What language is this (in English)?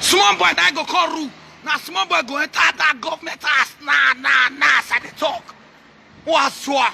Nigerian Pidgin